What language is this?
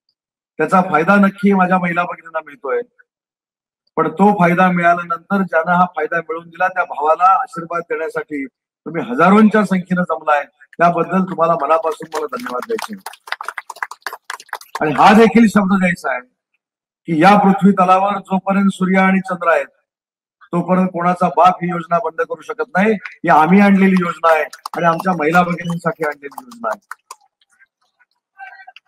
Marathi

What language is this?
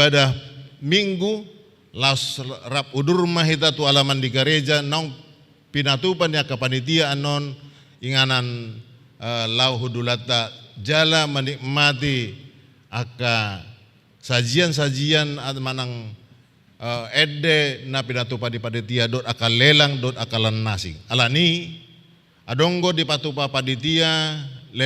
Batak Toba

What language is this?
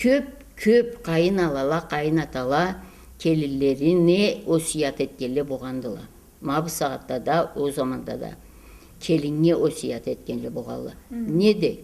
Karachay-Balkar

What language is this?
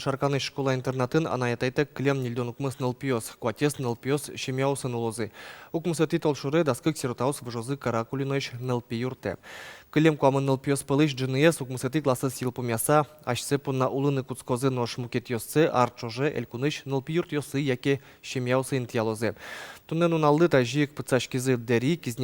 Udmurt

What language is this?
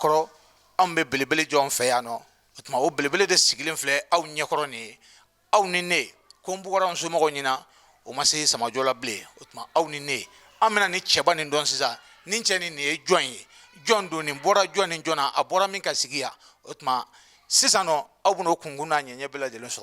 Bambara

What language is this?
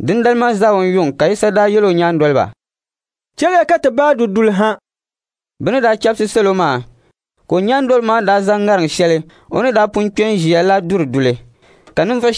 Dagbani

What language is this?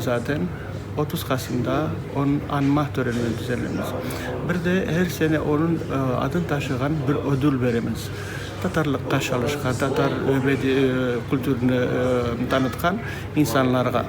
Crimean Tatar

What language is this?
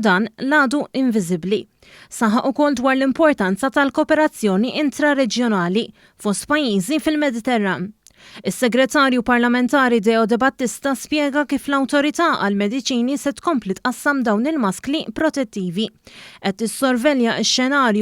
Maltese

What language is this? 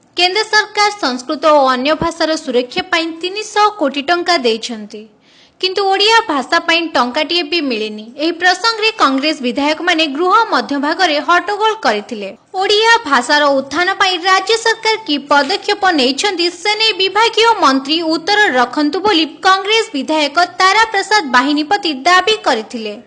Odia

